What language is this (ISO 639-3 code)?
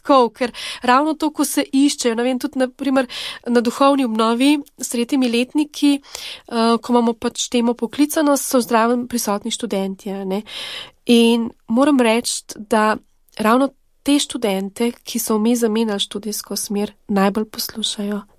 slv